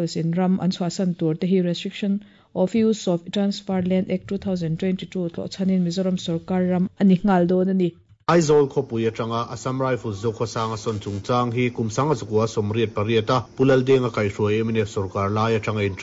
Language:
Mizo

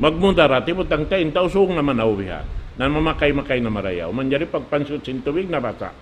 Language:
Tausug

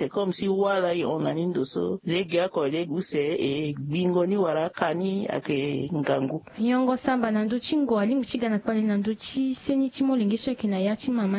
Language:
Sango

